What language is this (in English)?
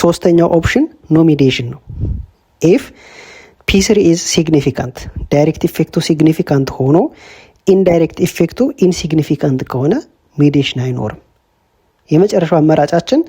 Amharic